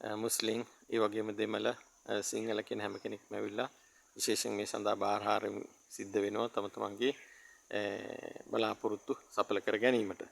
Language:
Sinhala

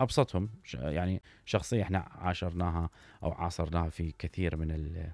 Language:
Mesopotamian Arabic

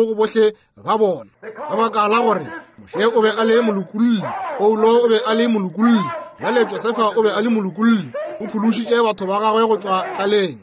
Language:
Northern Sotho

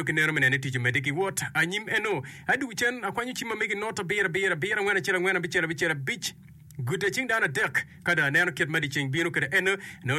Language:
Acoli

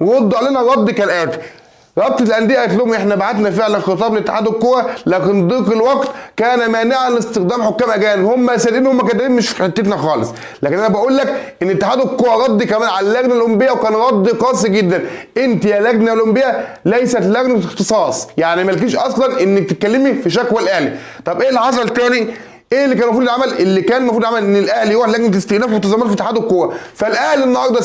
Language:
Egyptian Arabic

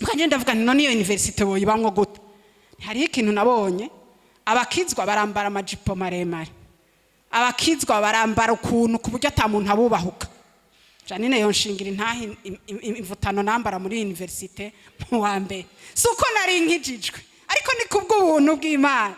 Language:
Rundi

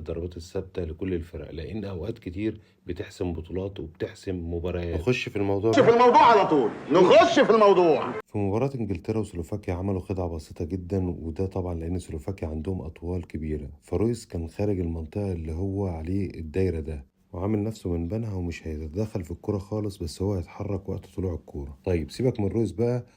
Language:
Egyptian Arabic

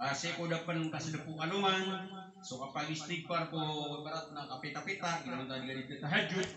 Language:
Maranao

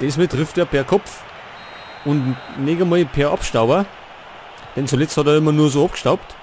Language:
Bavarian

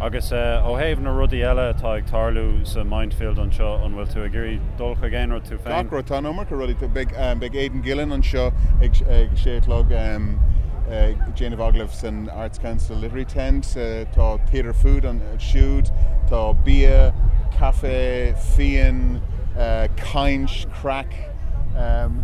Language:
Irish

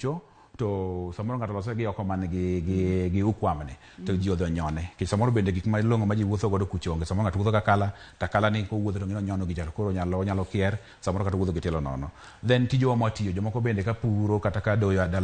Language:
Luo (Kenya and Tanzania)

